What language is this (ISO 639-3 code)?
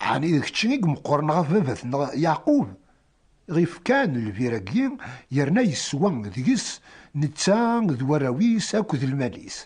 kab